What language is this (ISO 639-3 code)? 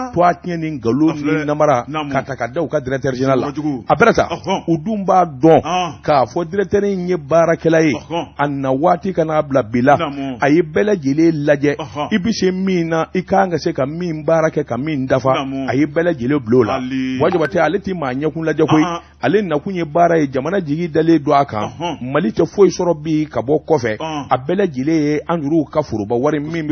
bam